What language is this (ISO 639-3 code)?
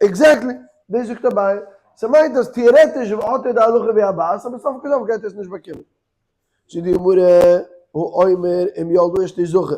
yid